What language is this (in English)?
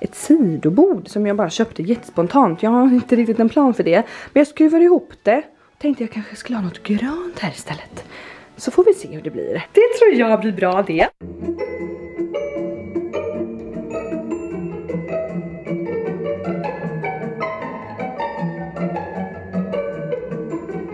Swedish